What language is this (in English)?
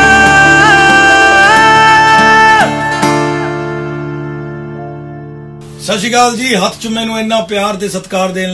Punjabi